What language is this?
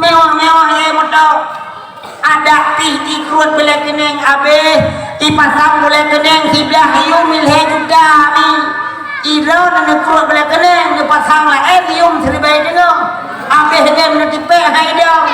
Achinese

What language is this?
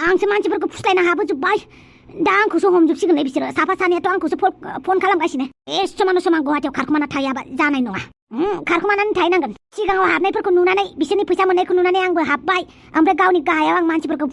Bodo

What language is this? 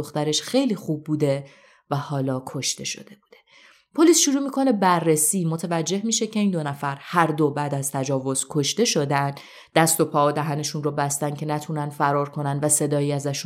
Persian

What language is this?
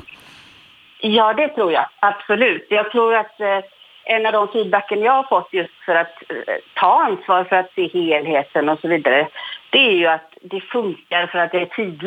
Swedish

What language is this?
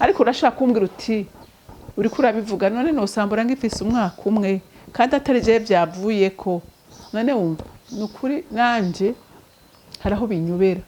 Rundi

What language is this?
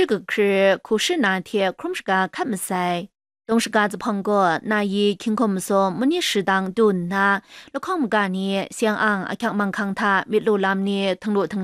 Kachin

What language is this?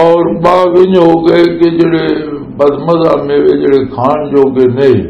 Western Panjabi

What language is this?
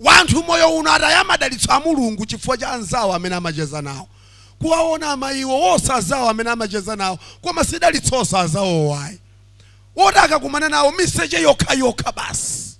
Nyanja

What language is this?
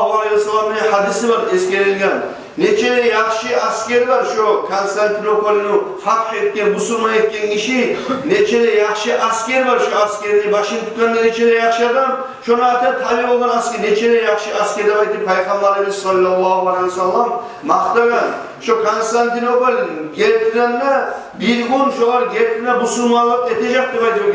Kumyk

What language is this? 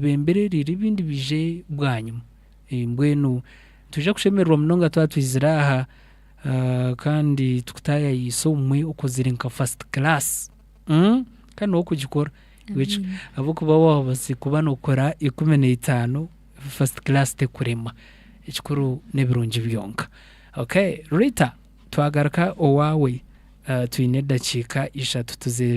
Nyankole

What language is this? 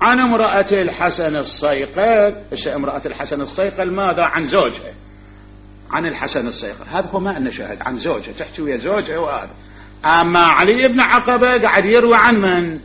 Mesopotamian Arabic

